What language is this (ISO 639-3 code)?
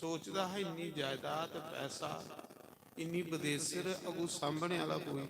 doi